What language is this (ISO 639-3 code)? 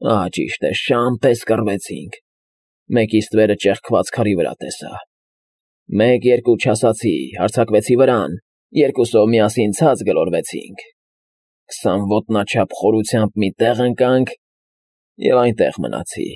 hye